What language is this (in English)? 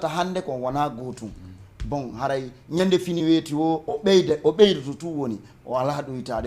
Fula